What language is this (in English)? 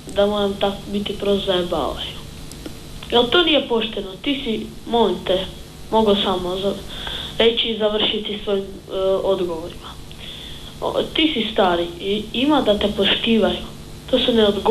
Croatian